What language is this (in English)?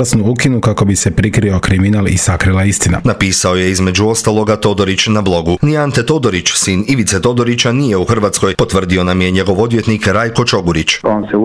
Croatian